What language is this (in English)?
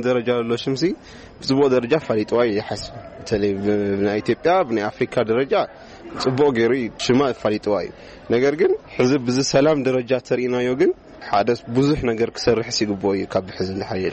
Tigrinya